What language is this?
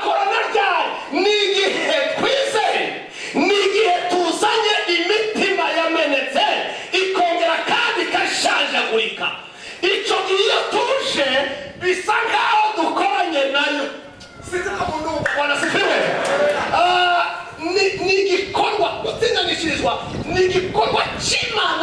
Rundi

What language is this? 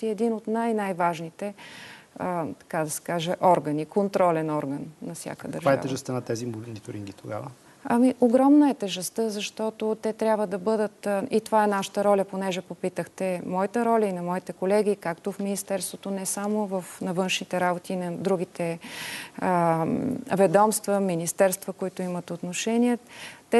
Bulgarian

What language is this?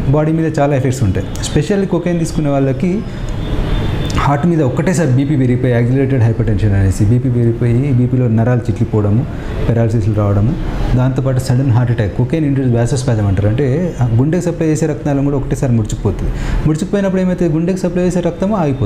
Telugu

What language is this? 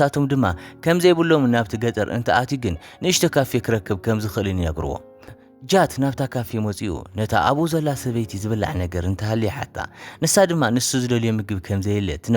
Tigrinya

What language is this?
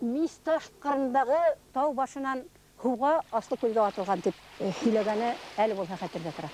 Bashkir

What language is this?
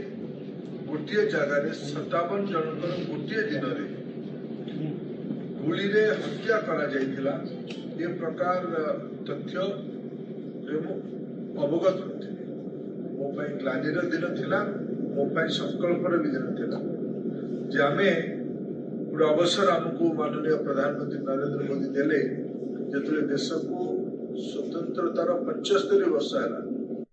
Odia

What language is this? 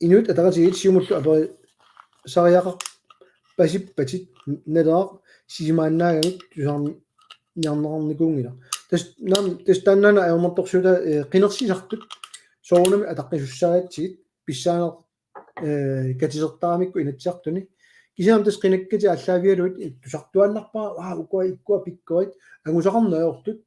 Kalaallisut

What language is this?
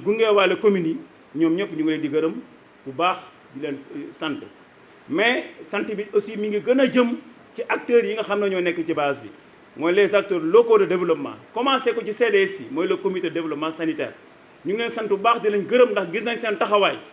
Wolof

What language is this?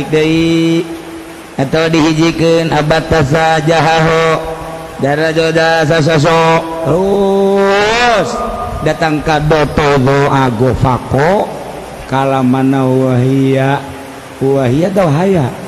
Sundanese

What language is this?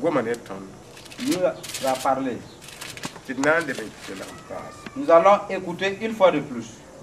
Mossi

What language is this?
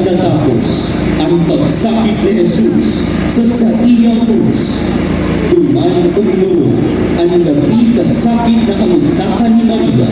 Bikol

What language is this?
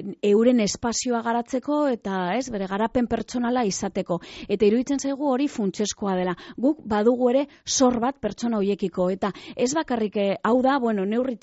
Basque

